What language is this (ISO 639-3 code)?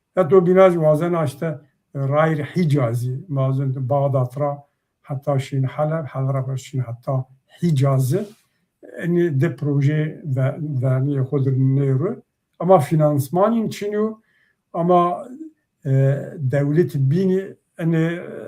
zza